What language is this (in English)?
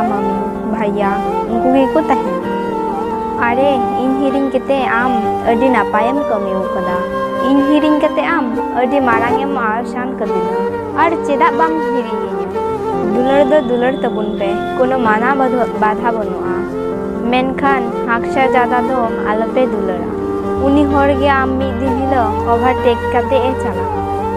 Santali